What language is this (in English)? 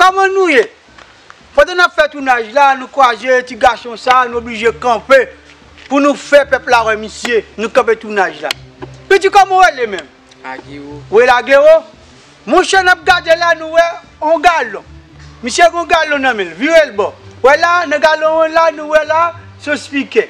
Haitian Creole